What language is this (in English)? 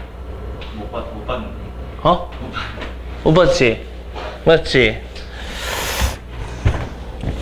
Korean